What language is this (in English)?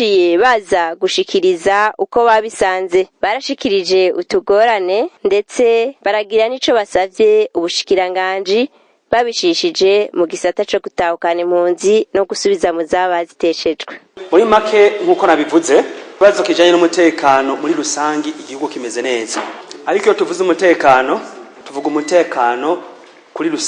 Rundi